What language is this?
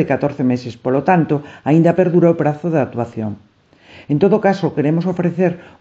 Galician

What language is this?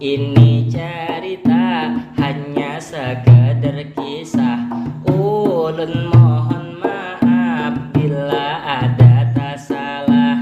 Banjar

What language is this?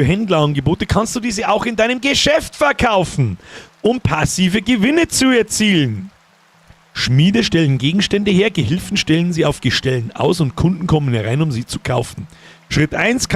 Bavarian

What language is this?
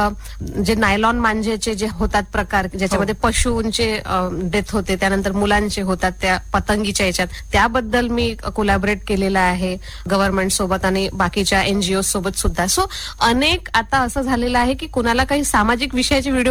Marathi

